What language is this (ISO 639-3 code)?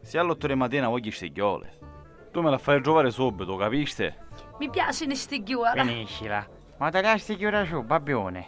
scn